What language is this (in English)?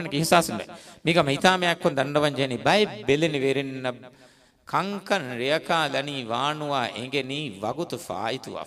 Divehi